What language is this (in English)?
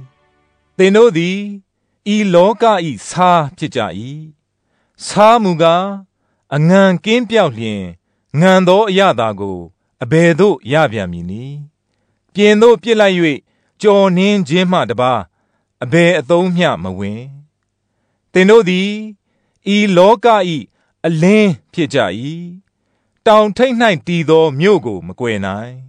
Burmese